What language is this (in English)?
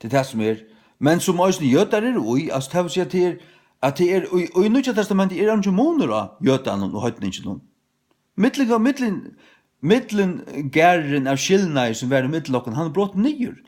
Faroese